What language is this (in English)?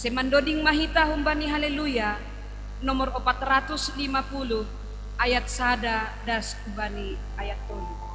Batak Simalungun